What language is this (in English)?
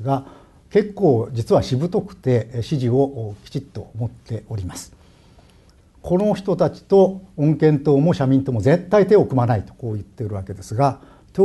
Japanese